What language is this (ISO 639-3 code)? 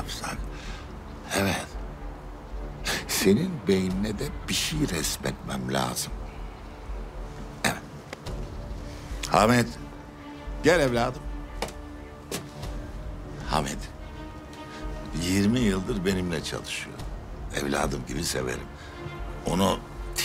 tur